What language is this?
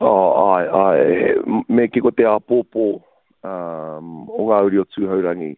Māori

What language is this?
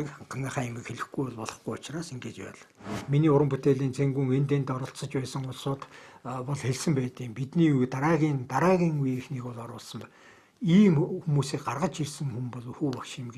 Mongolian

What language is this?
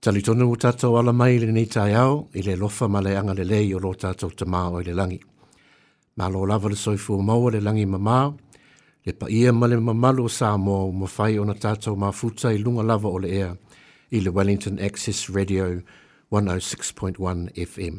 Samoan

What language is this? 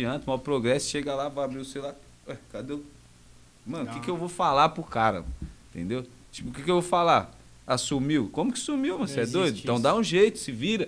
Portuguese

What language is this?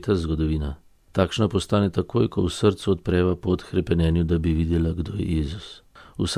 Slovenian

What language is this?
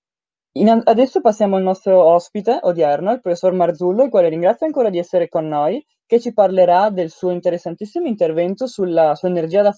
Italian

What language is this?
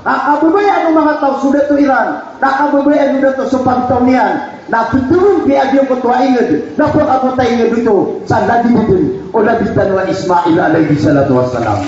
Maranao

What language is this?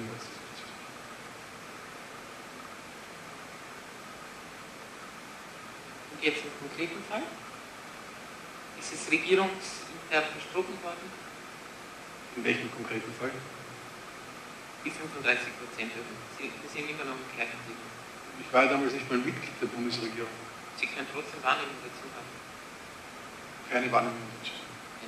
German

